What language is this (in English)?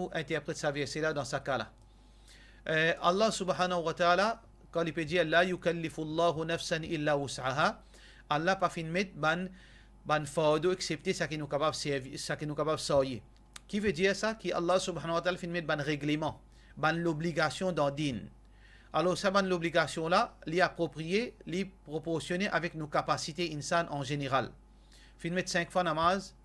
Morisyen